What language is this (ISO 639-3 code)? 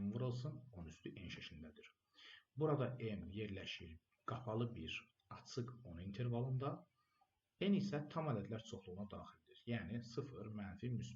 aze